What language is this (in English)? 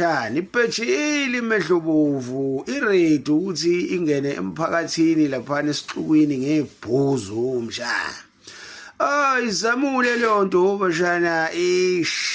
Zulu